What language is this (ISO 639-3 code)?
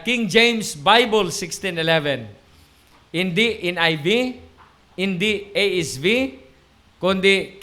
hil